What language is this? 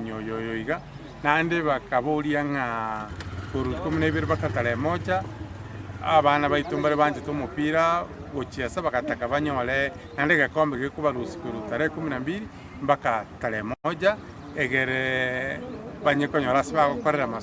Gusii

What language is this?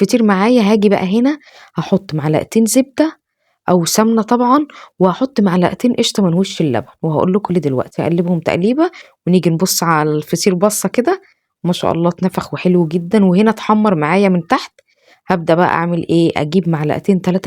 Egyptian Arabic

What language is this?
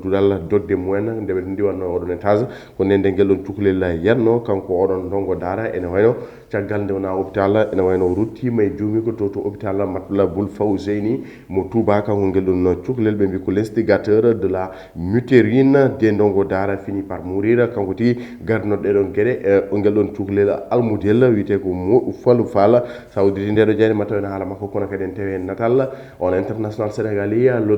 Fula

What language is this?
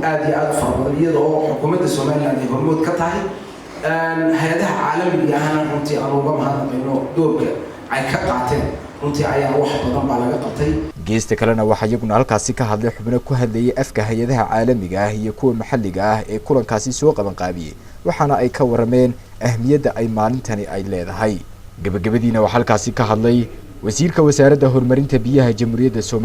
Somali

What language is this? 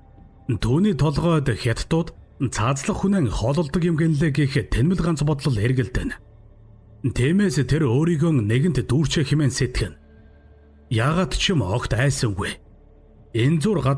Mongolian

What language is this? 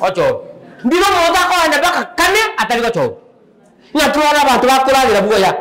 Gusii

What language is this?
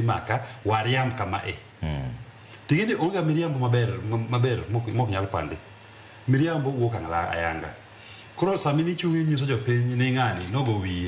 Luo (Kenya and Tanzania)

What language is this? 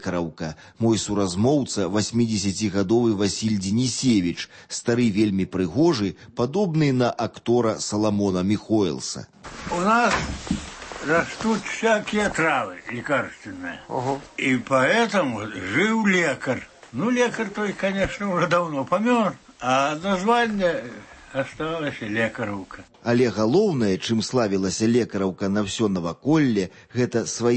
Belarusian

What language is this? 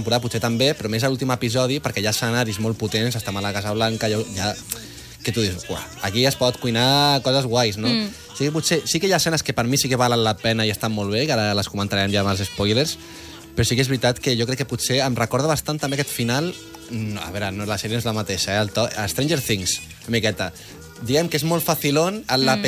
Catalan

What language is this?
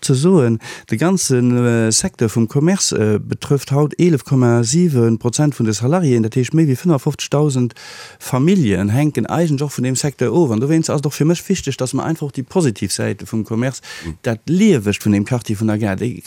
Luxembourgish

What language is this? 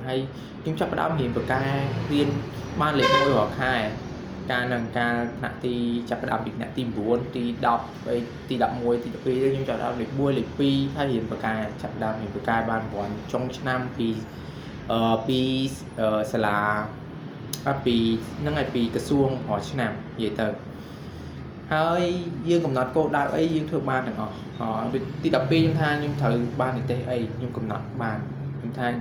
Khmer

